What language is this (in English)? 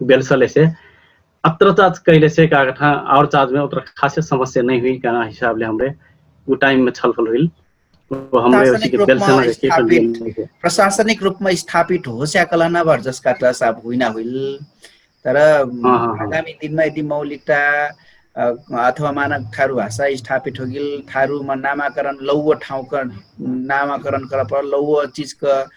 Dangaura Tharu